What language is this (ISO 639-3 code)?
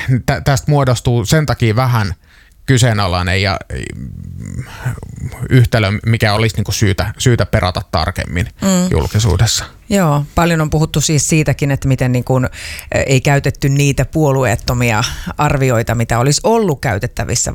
fin